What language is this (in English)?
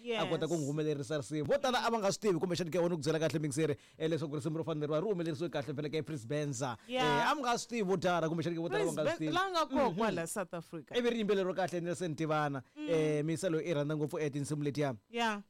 Tsonga